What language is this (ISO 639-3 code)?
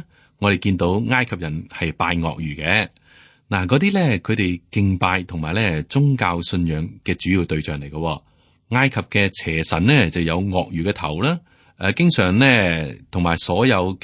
yue